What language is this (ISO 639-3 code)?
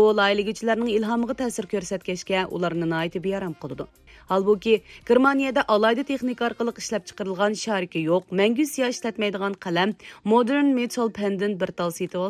uig